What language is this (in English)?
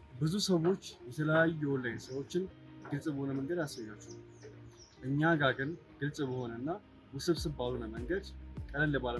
Amharic